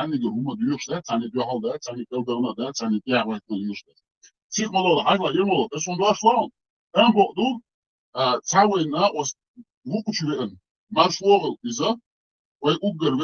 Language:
Chechen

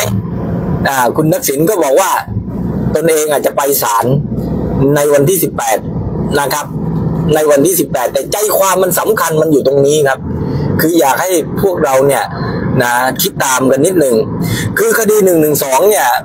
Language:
Thai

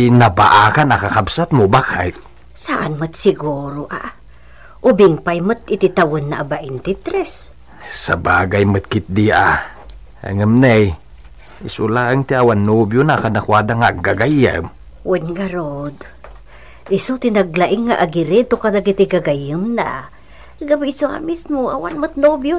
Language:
Iloko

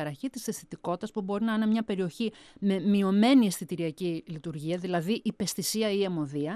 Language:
Greek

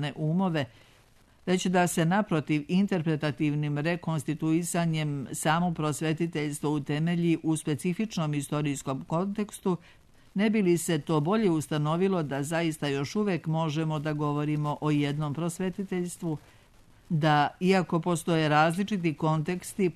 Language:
Serbian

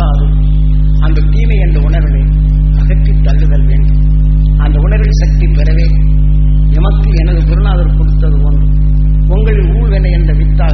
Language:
Tamil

